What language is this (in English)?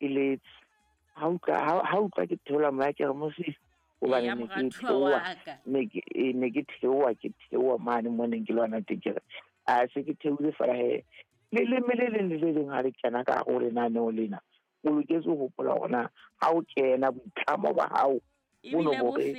Southern Sotho